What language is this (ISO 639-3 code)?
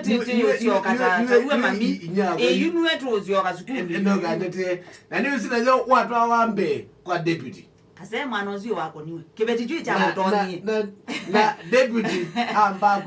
kam